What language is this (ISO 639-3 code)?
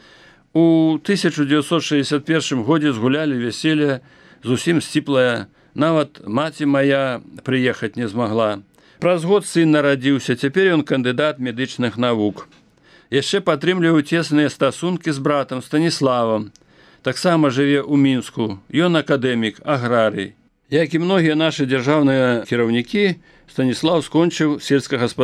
bel